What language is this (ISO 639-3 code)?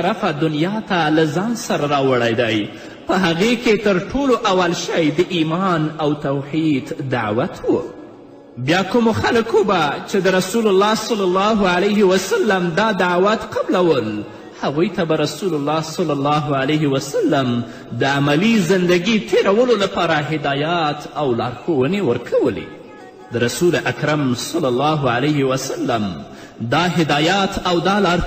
pus